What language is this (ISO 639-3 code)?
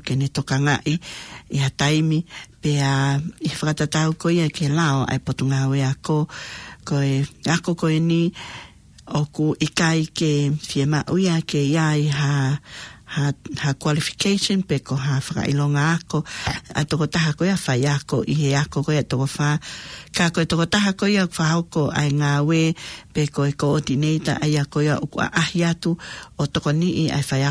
ton